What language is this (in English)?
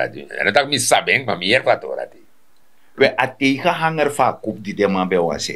Sranan Tongo